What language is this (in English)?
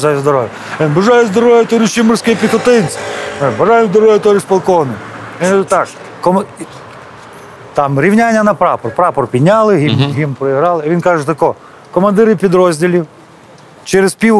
Ukrainian